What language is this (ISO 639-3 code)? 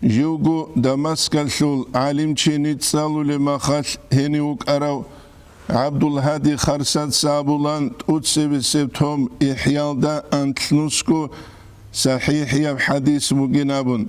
ava